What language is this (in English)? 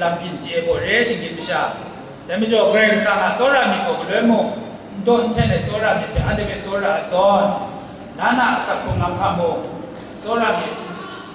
Kachin